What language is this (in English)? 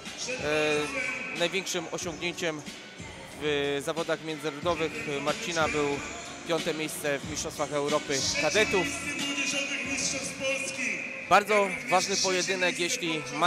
Polish